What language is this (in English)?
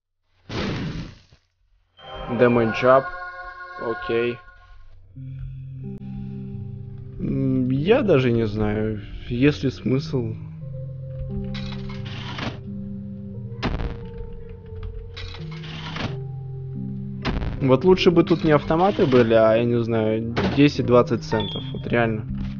Russian